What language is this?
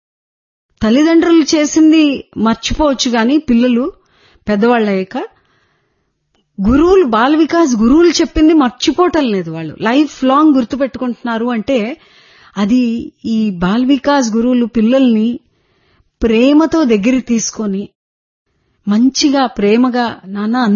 Telugu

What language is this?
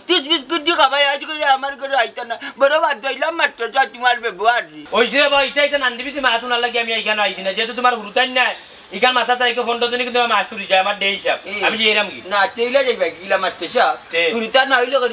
Sylheti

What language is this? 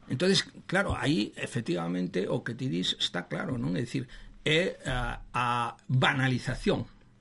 Galician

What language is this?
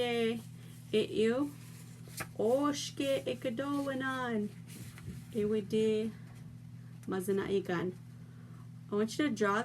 Chippewa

